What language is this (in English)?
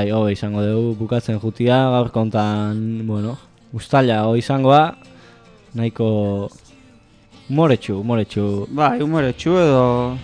Basque